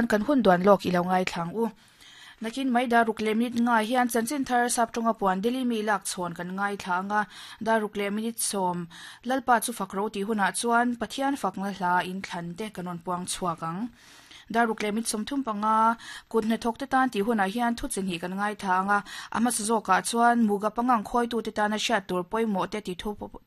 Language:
Mizo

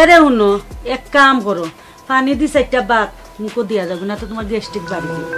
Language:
Sylheti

